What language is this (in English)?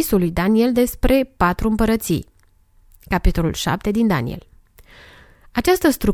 Romanian